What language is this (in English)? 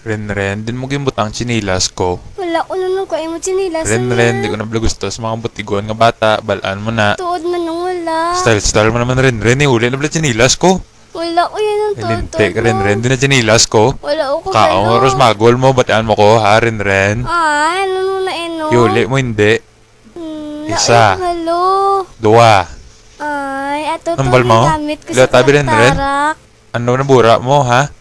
Hiligaynon